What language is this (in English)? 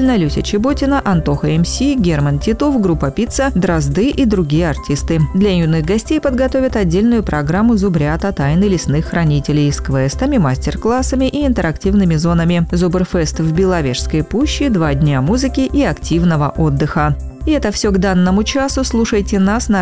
Russian